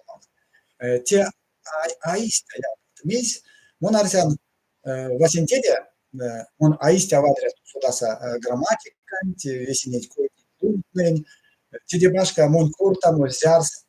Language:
Erzya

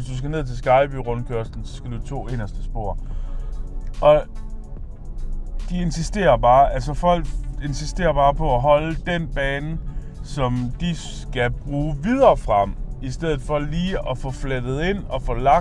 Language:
Danish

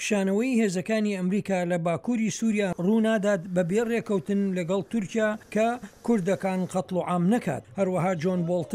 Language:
Central Kurdish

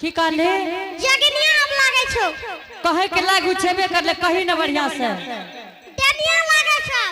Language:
Angika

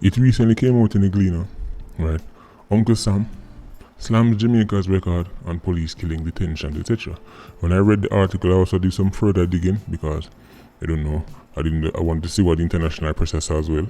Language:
Jamaican Creole English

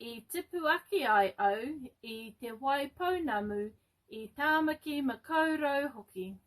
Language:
Māori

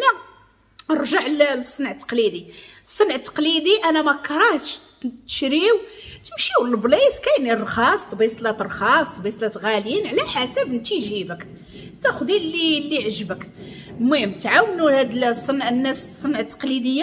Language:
Moroccan Arabic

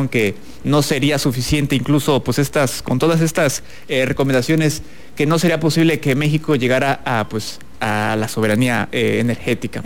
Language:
Spanish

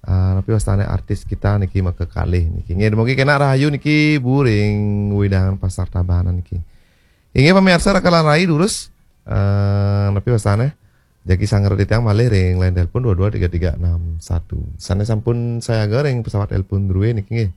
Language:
Balinese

